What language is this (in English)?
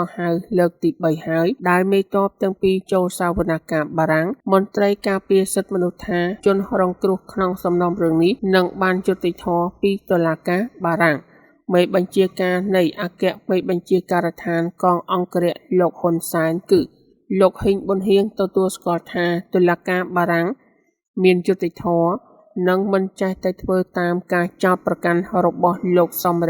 Khmer